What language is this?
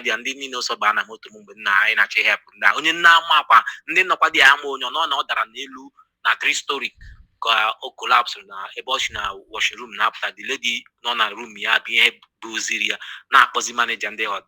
Igbo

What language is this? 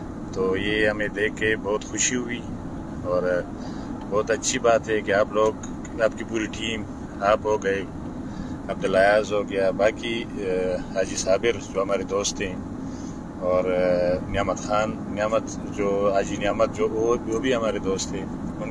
Urdu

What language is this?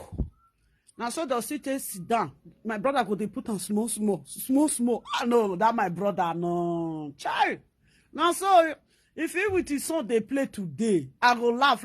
Nigerian Pidgin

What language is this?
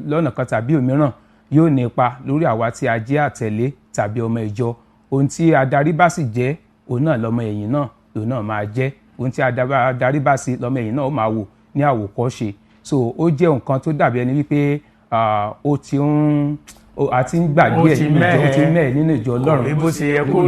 Yoruba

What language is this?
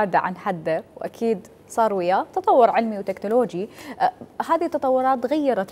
Mesopotamian Arabic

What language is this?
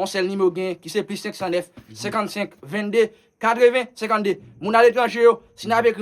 Haitian Creole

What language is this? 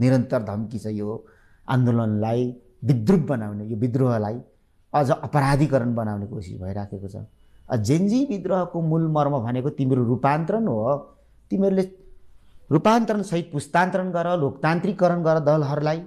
Nepali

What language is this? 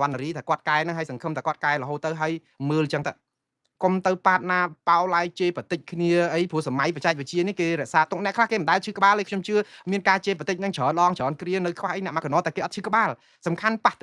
Khmer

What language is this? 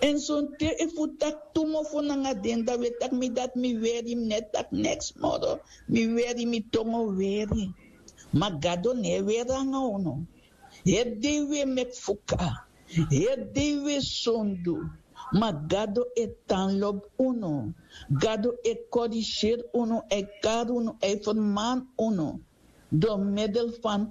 Sranan Tongo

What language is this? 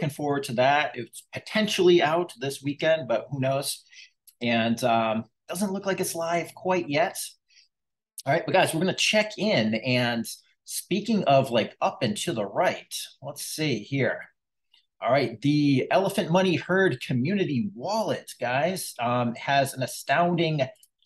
English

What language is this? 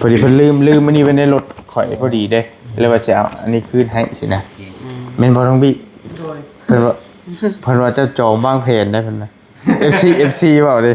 Northeastern Thai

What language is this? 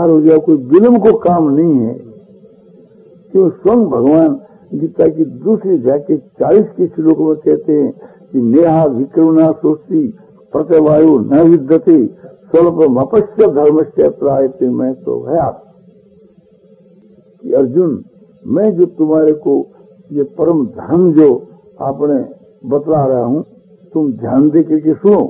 Hindi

